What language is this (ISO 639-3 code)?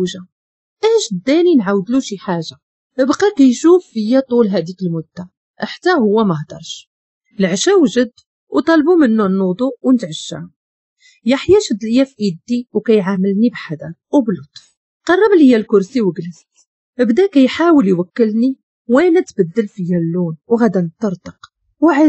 ary